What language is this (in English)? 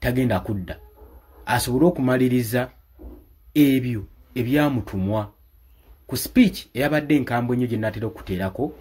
Ganda